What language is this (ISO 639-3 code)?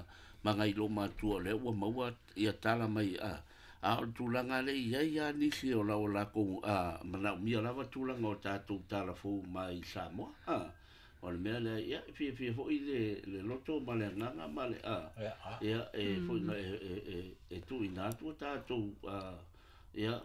smo